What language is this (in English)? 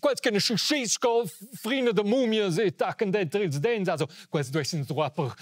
Romansh